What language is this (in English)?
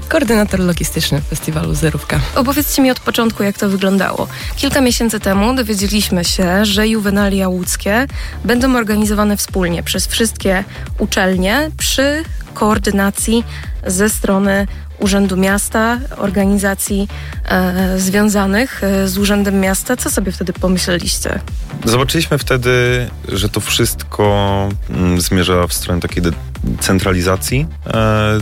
Polish